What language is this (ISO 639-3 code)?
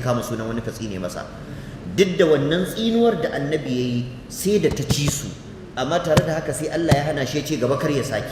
hau